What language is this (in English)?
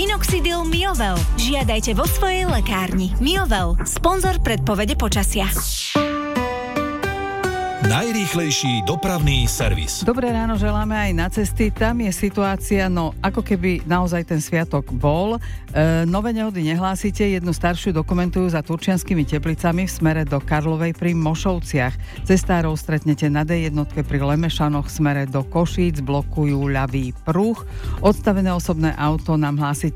Slovak